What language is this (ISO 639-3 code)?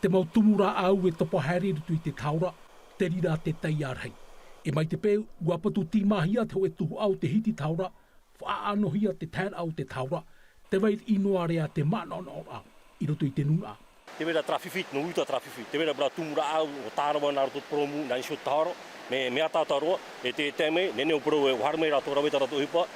tah